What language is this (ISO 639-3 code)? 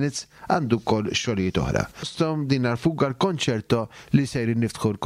mlt